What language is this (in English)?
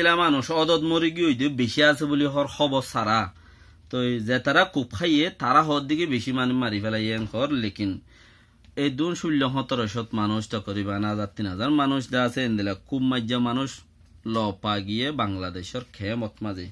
Rohingya